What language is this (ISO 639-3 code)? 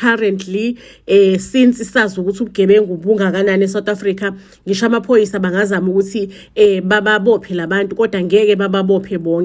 zul